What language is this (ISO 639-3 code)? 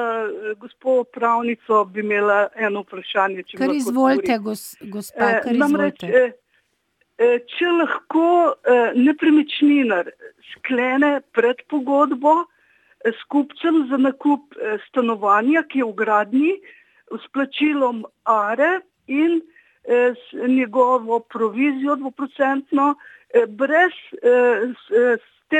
slv